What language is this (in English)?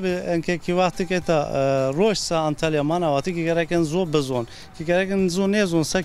Zaza